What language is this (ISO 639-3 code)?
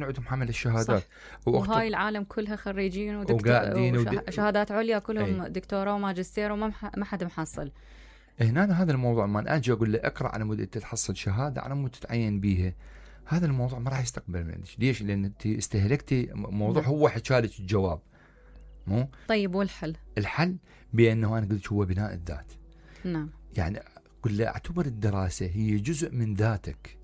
acm